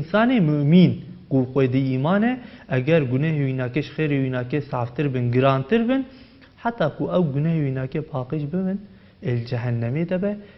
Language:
Kurdish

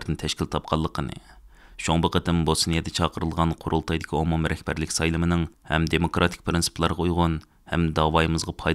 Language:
Uyghur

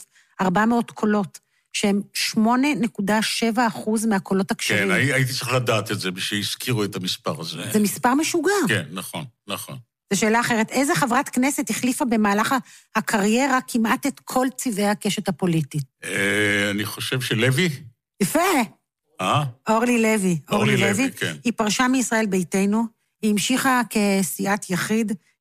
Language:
Hebrew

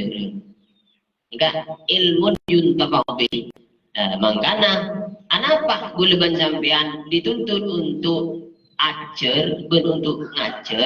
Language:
Madurese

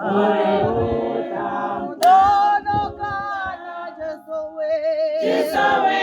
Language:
Tswana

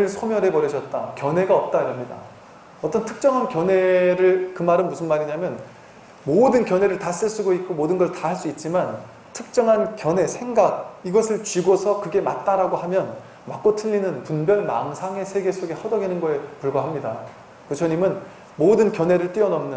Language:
Korean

